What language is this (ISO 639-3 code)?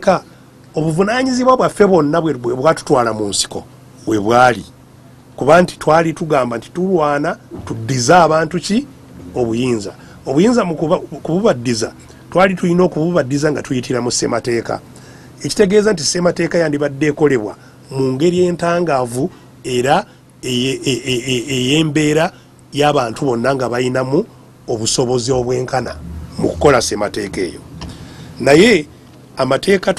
lug